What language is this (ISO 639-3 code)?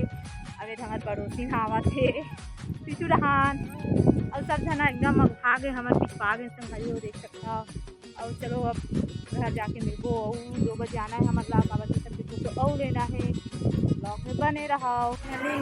hne